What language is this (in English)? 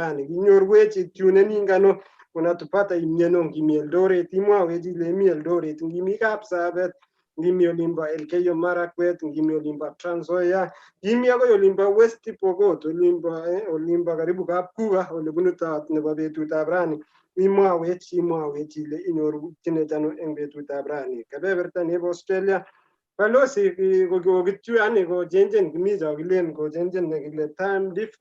Kalenjin